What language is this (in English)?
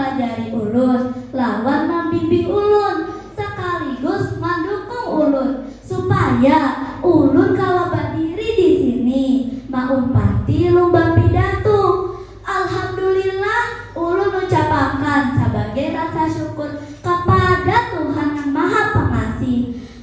Banjar